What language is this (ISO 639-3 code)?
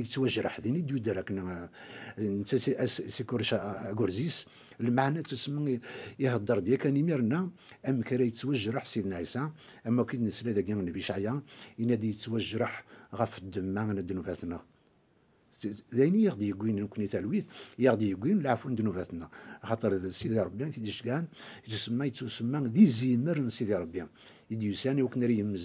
kab